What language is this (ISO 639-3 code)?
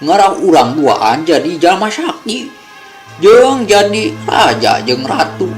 sun